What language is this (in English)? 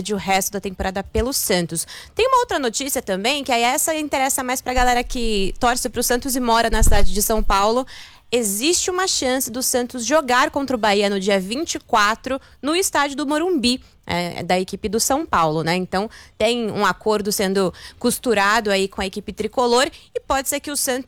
Portuguese